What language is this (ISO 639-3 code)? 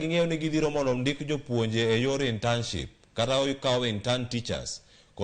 luo